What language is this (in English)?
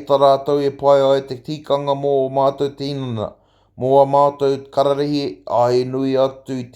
Māori